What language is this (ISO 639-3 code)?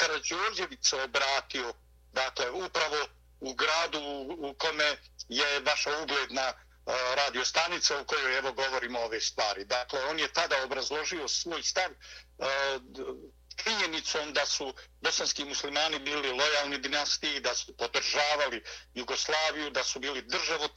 bos